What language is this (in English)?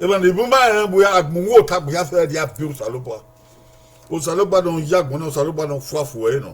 Bini